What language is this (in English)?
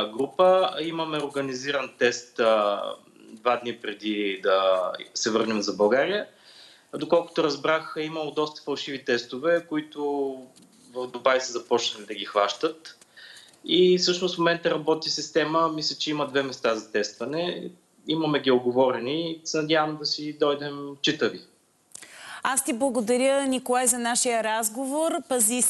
Bulgarian